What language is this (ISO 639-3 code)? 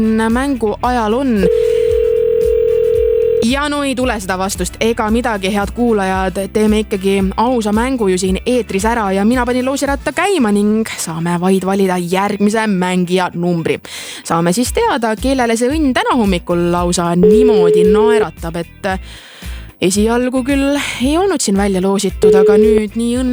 est